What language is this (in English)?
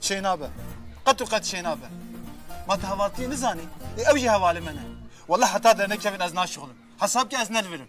Kurdish